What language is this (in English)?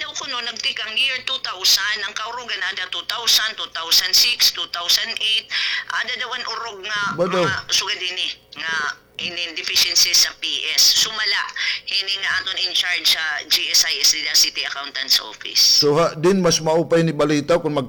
Waray